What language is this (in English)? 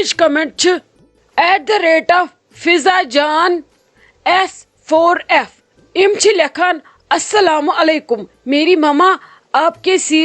Kashmiri